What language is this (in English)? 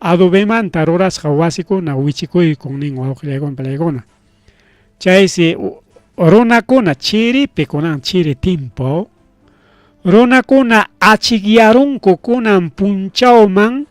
Ayacucho Quechua